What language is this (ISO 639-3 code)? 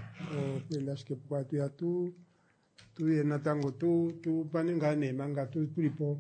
kua